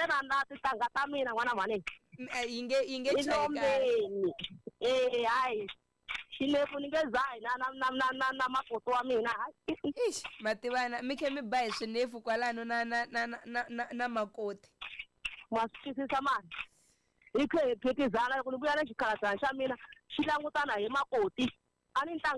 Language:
Tsonga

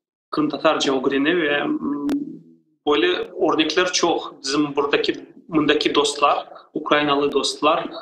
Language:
Crimean Tatar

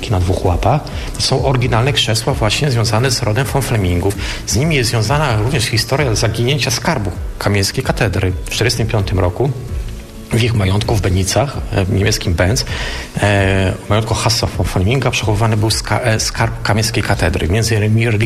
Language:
Polish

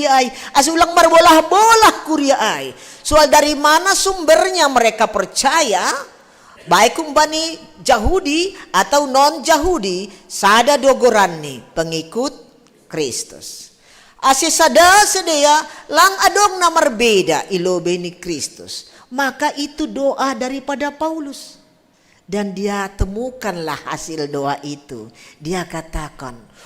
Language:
Batak Simalungun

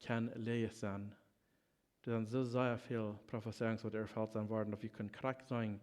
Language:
Plautdietsch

